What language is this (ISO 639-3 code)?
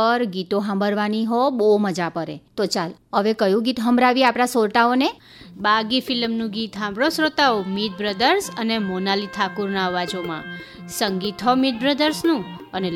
guj